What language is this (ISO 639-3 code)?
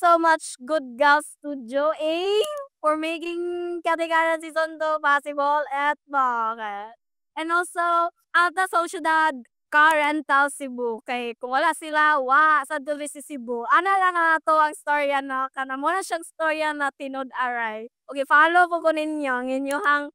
ceb